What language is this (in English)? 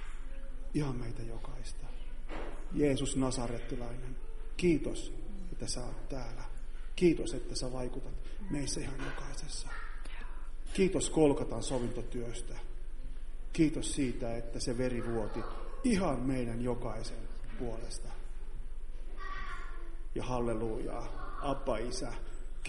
Finnish